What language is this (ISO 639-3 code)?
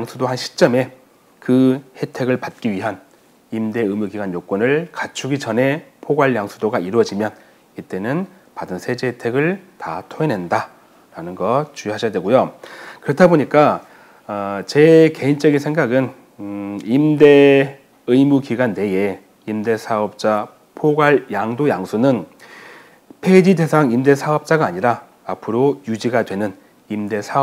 kor